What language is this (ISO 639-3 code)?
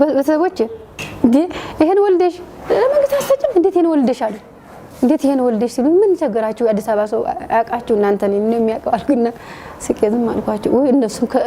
amh